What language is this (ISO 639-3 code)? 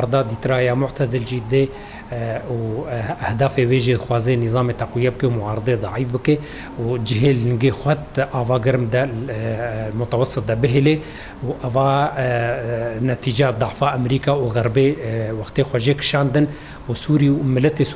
kur